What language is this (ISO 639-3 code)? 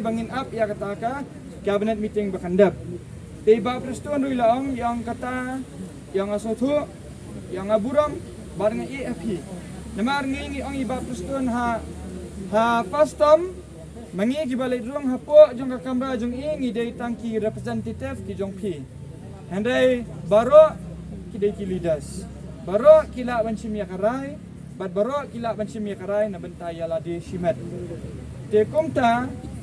kha